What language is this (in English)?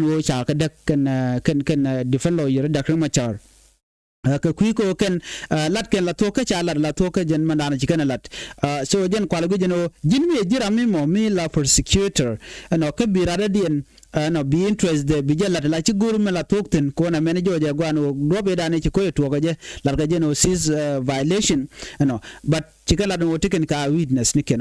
Nuer